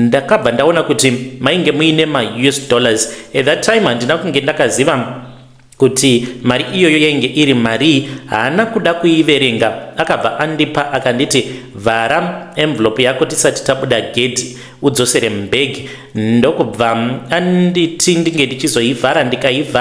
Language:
Shona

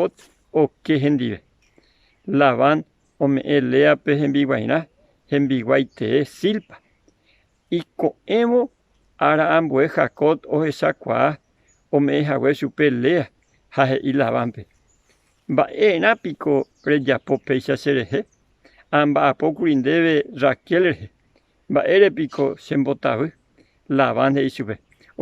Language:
Guarani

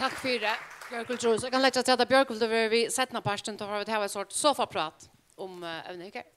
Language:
Faroese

